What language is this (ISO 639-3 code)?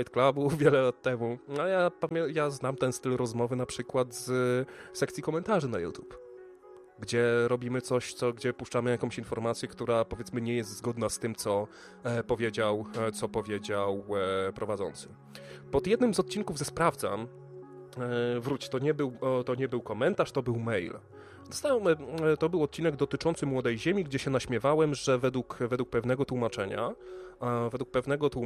pol